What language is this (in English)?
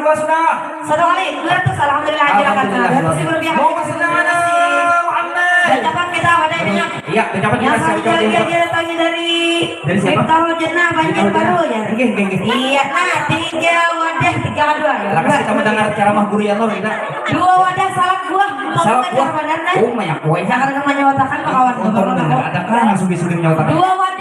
Banjar